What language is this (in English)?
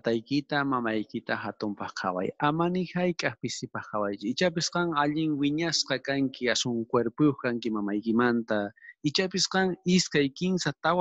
South Bolivian Quechua